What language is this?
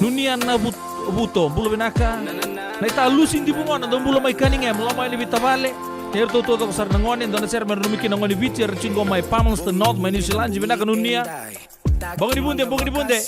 Fijian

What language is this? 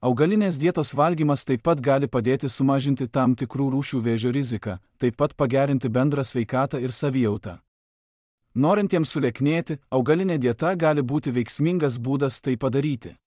Lithuanian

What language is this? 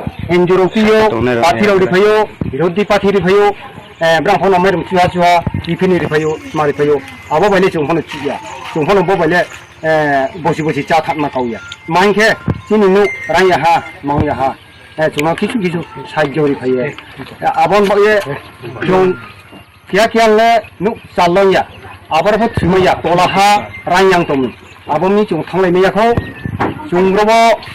Riang (India)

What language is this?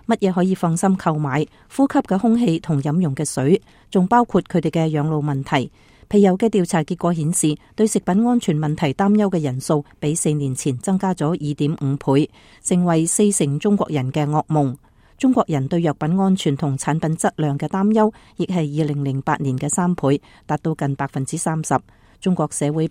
Cantonese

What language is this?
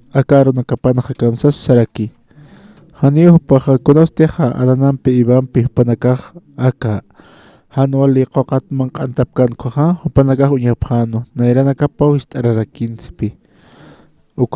Aymara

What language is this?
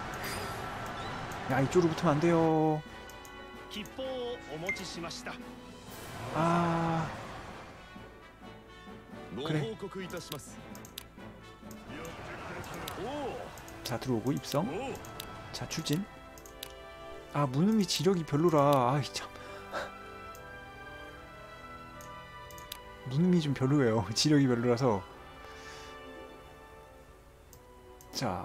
Korean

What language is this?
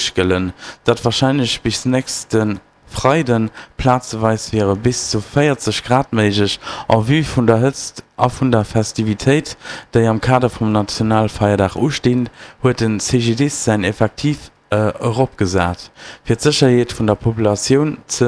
Luxembourgish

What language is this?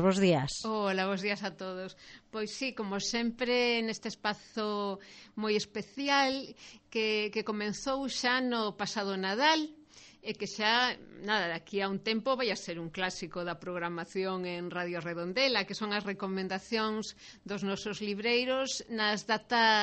Galician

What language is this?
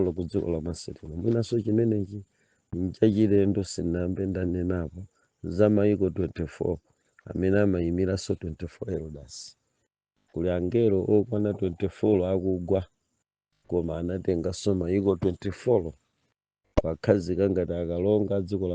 Nyanja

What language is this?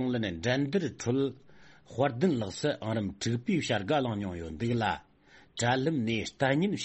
Tibetan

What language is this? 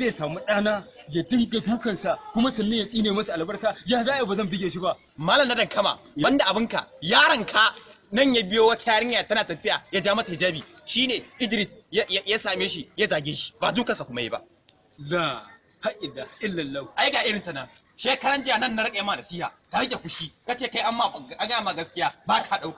Hausa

